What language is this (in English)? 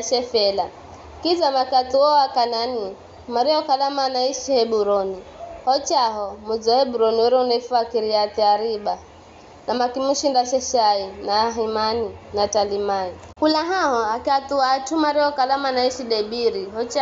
Giryama